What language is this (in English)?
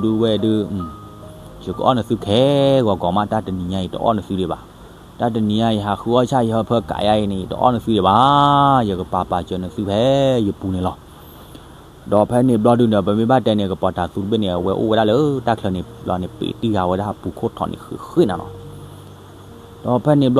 S'gaw Karen